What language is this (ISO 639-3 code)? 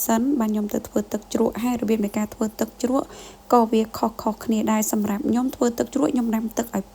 khm